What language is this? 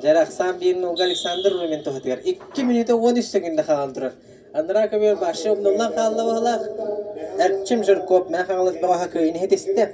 Yakut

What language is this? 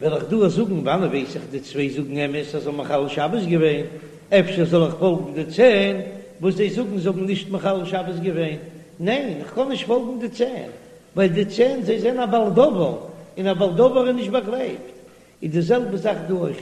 Yiddish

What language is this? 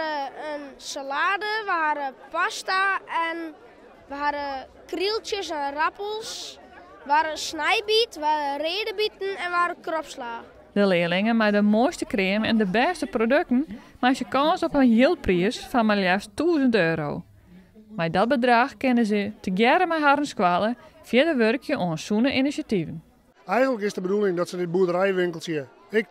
Western Frisian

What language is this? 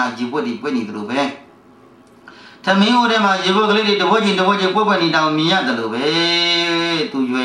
Burmese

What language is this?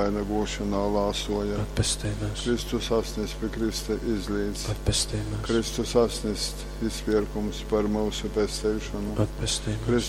Latgalian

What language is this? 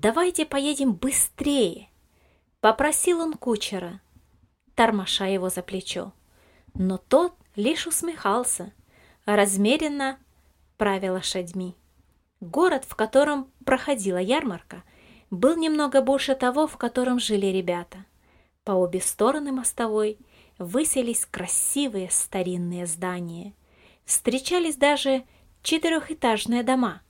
Russian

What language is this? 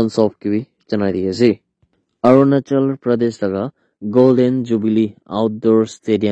Naga Pidgin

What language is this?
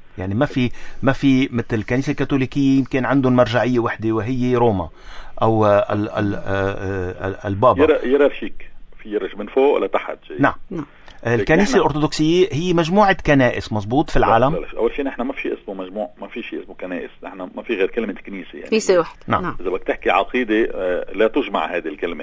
North Levantine Arabic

